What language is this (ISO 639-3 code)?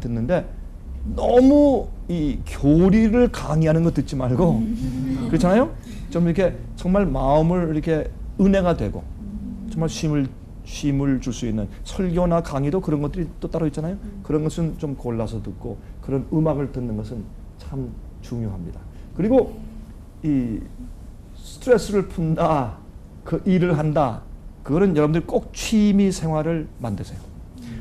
kor